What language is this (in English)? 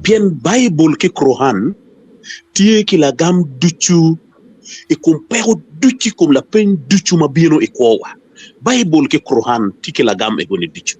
Acoli